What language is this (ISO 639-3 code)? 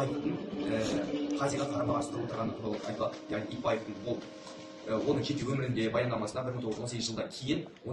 kaz